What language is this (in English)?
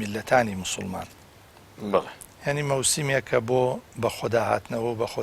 Central Kurdish